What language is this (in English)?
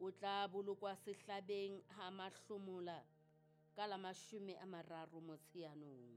Southern Sotho